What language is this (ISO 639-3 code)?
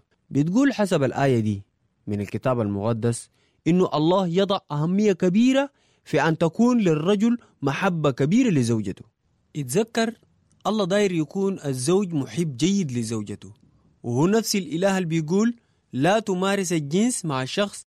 apd